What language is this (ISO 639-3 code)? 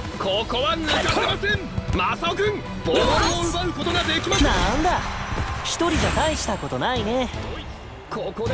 jpn